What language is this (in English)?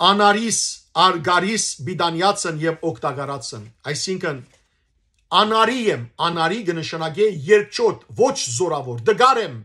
Western Armenian